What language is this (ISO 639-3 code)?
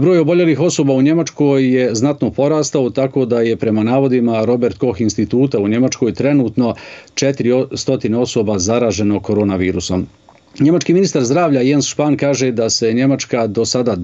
bos